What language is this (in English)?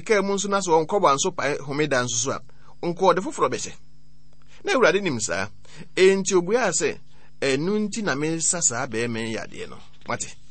Akan